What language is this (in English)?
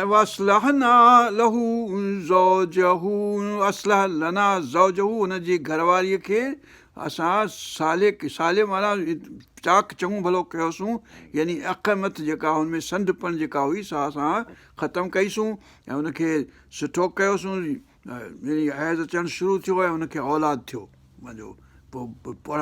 Sindhi